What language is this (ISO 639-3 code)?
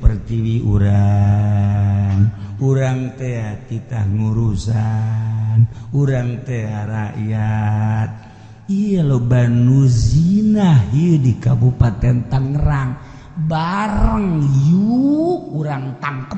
sun